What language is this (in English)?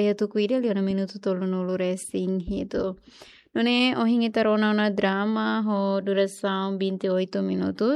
Tetum